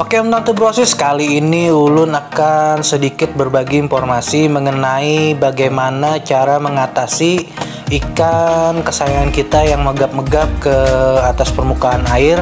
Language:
Banjar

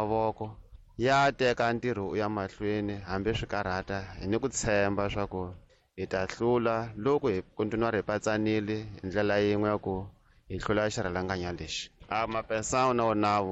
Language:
Tsonga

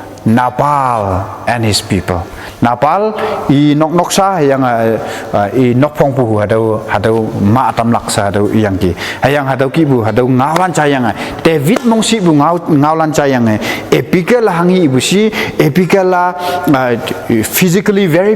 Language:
Konyak Naga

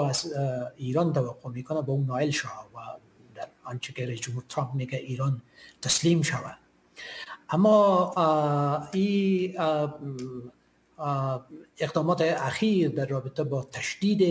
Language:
Persian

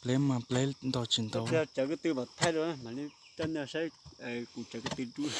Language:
Hmong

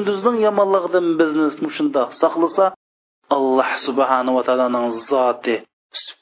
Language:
Uyghur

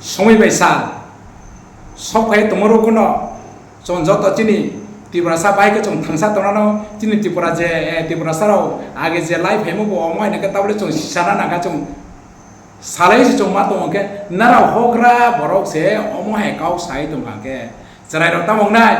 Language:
Riang (India)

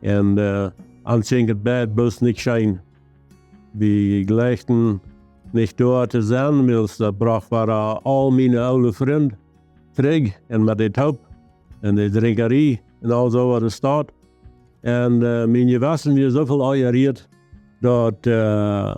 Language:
Plautdietsch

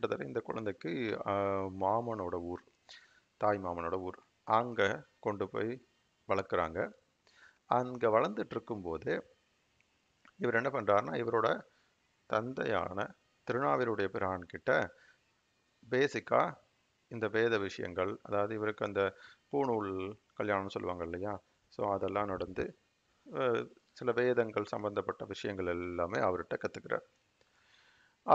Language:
Tamil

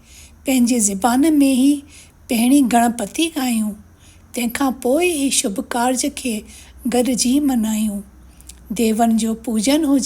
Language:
Sindhi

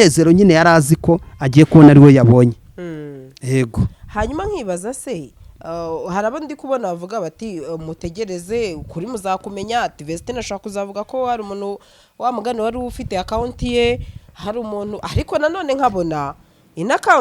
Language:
Kinyarwanda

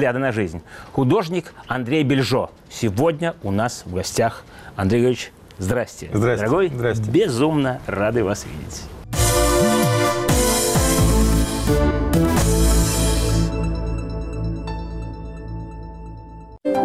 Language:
Russian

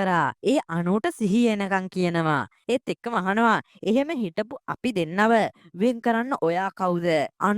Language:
Sinhala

